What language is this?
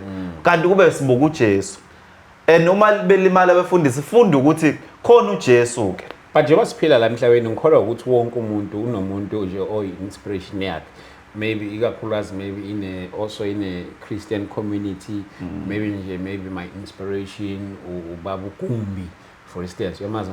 Zulu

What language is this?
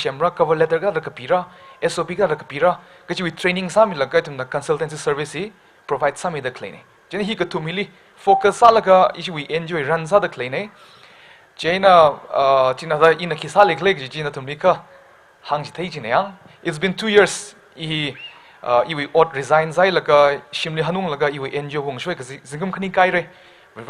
Tangkhul Naga (India)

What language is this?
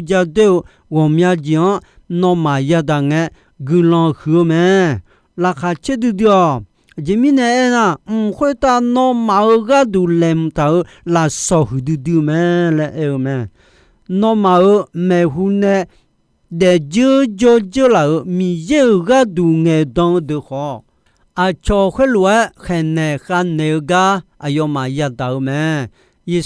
Akha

